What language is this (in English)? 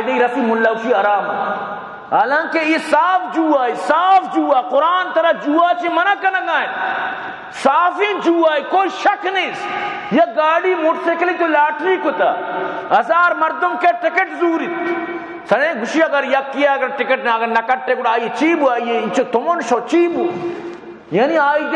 Baluchi